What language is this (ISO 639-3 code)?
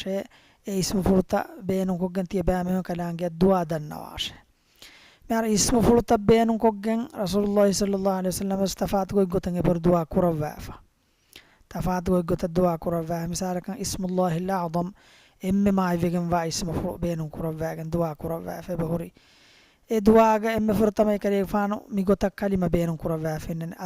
div